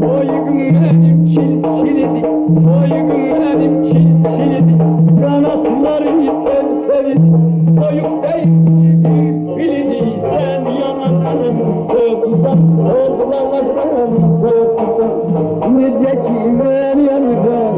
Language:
South Azerbaijani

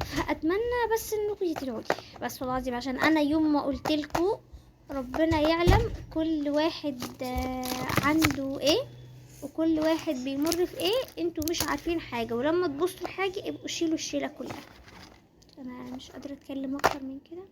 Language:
Egyptian Arabic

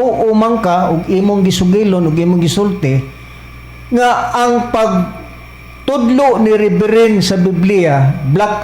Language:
Cebuano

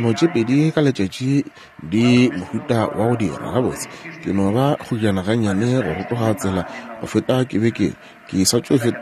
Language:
Northern Sotho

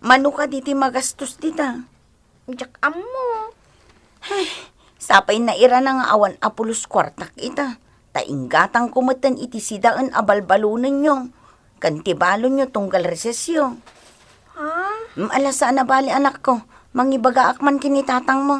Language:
Iloko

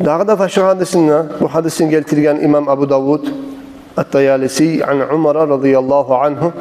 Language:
Kumyk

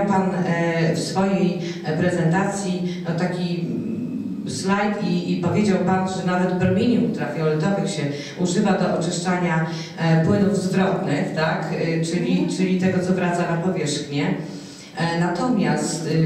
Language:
Polish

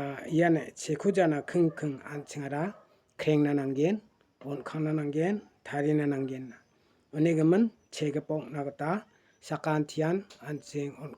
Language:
Garo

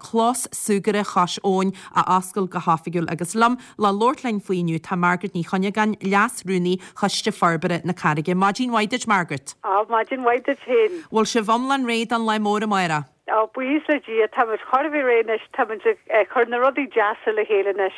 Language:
Irish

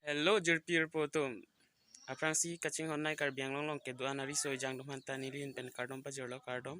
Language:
Karbi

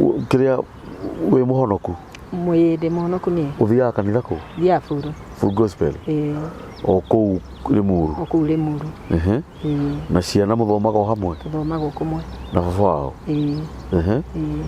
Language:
Kikuyu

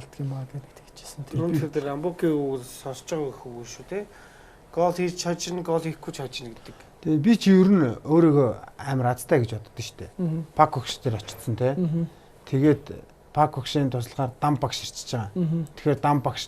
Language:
Mongolian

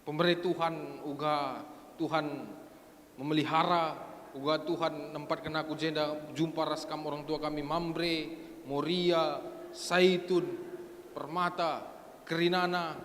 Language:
Batak Karo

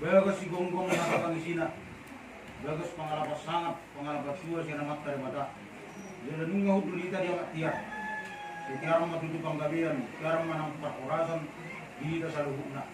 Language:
Batak Toba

